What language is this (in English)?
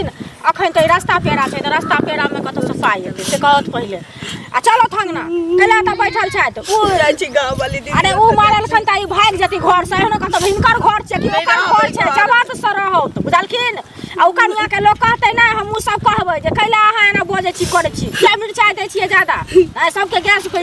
Maithili